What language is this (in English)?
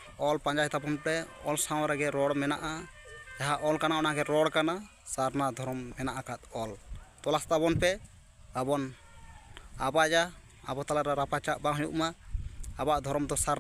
Santali